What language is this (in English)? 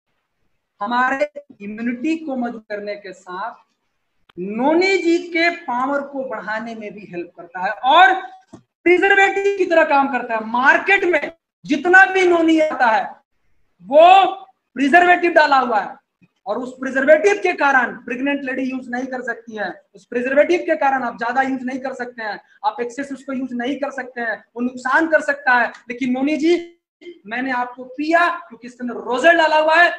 Hindi